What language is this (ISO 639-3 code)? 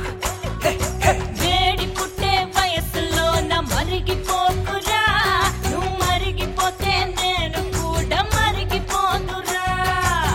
tel